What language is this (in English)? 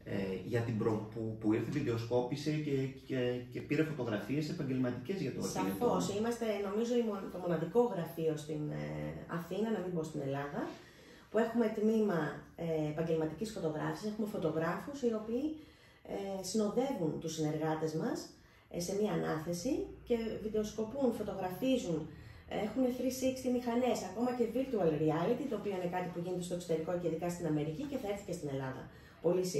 Greek